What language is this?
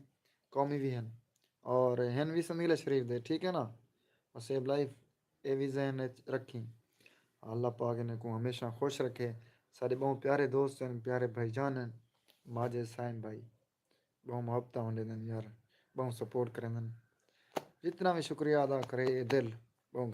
Saraiki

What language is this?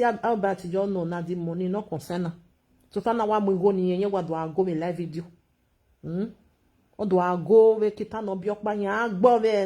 Nigerian Pidgin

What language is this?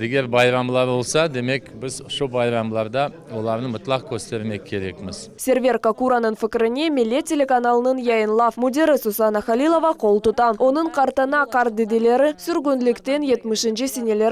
Crimean Tatar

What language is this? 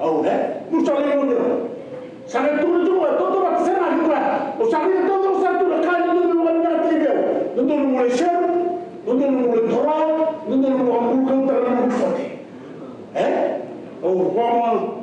Fijian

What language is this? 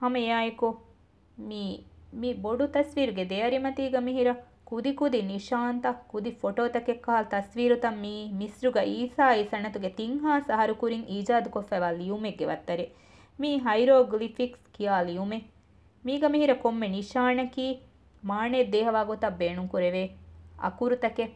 Divehi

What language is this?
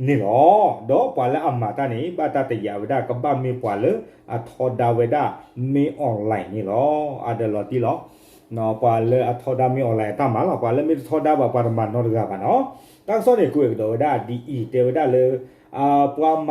S'gaw Karen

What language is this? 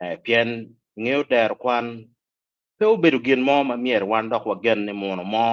Acoli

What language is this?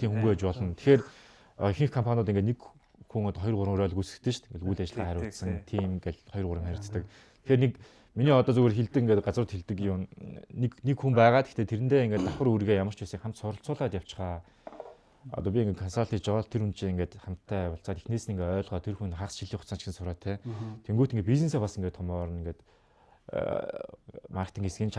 Mongolian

